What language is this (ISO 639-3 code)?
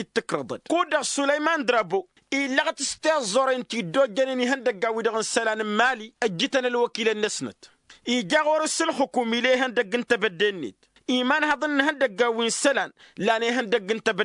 taq